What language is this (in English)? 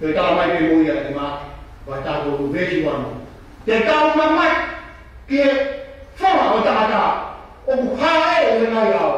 Tongan